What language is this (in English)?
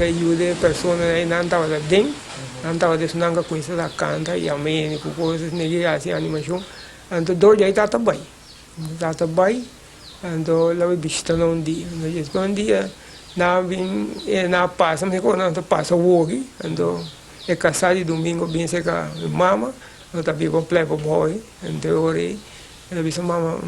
Papiamento